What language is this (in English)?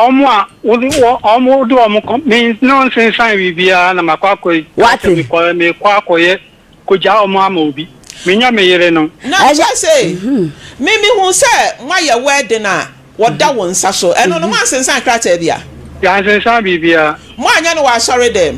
Akan